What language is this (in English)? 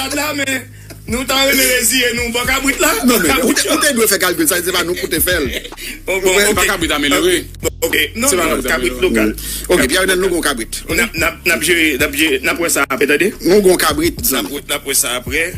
Haitian Creole